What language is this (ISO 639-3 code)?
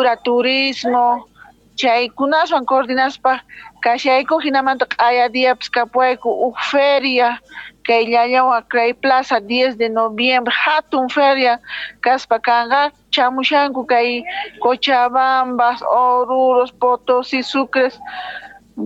que